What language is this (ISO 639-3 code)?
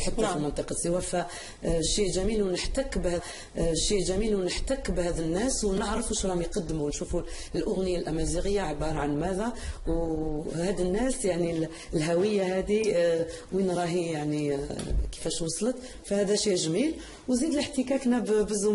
arq